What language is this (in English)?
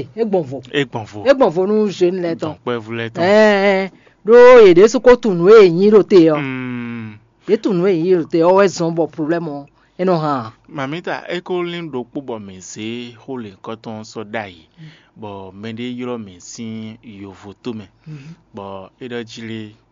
Fon